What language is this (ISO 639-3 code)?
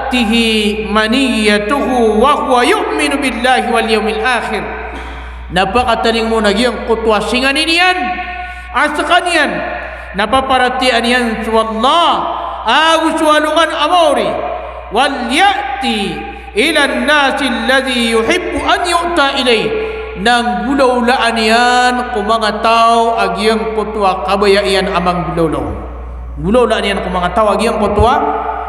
mrw